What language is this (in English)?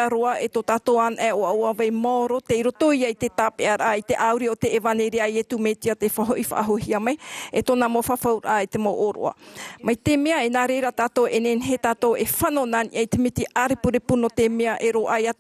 Tahitian